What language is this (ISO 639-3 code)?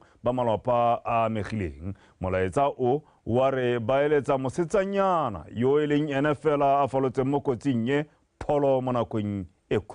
tsn